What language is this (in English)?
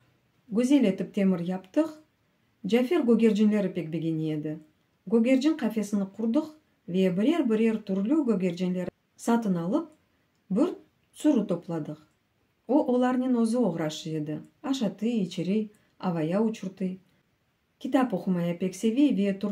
Crimean Tatar